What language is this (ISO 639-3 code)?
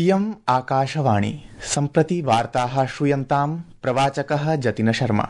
san